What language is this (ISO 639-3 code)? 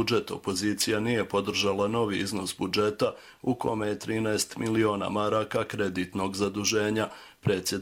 bos